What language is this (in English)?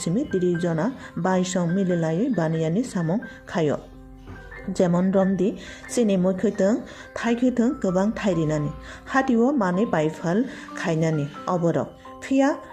Kok Borok